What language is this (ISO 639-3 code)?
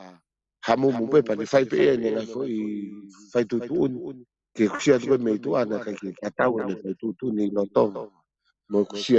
ton